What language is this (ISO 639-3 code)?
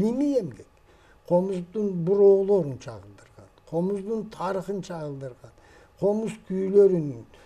kir